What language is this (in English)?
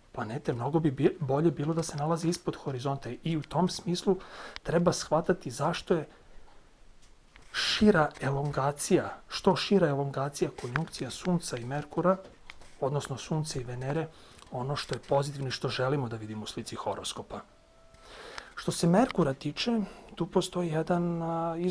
Serbian